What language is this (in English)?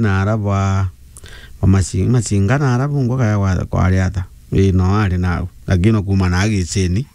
Meru